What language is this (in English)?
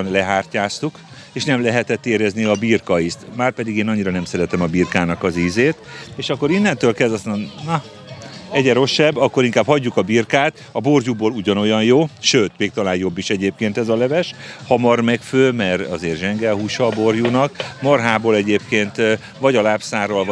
Hungarian